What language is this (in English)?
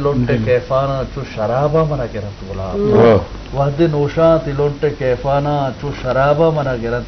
Eastern Balochi